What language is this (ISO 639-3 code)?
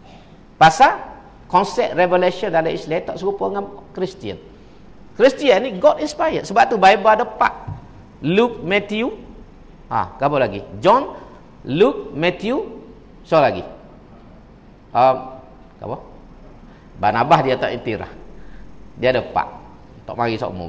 msa